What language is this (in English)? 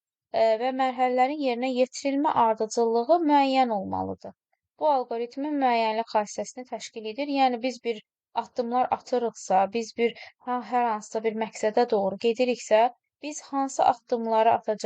Azerbaijani